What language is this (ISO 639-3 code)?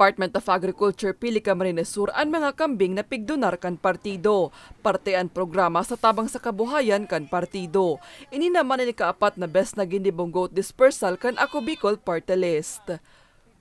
bik